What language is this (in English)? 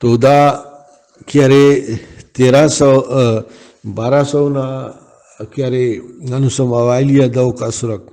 Brahui